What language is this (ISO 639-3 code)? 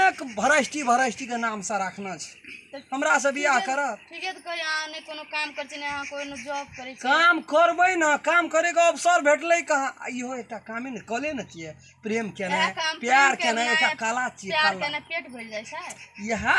mai